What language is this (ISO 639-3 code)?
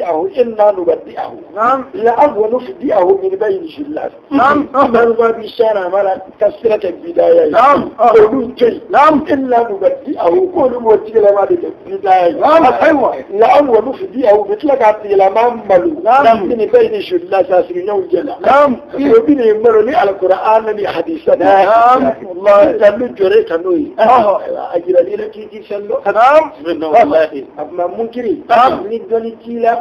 bam